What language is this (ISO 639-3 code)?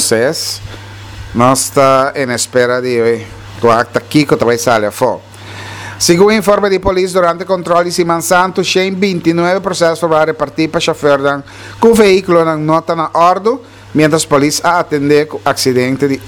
pap